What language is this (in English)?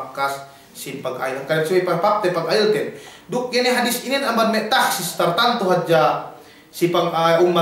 Yakan